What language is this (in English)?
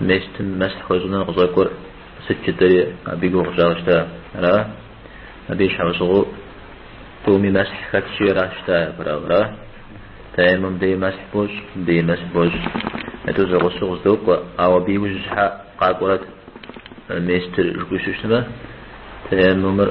Kabardian